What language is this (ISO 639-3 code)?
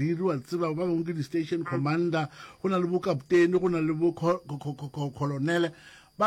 nso